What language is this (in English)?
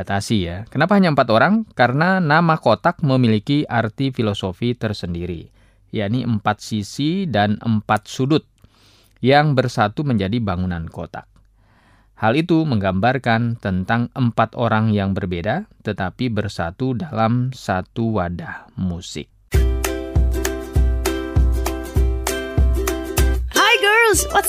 Indonesian